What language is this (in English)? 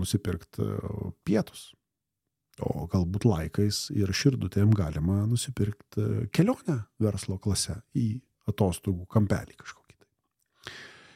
Lithuanian